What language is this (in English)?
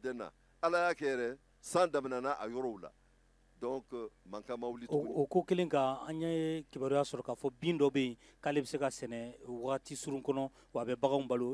Bambara